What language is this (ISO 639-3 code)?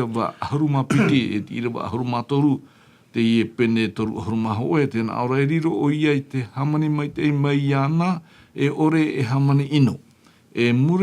tah